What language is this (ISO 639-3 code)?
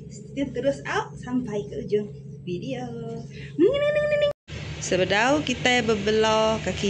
iba